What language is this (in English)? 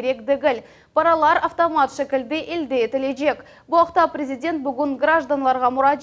Crimean Tatar